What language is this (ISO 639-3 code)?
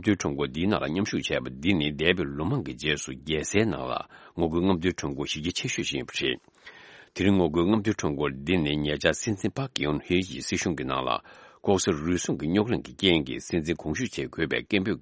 bod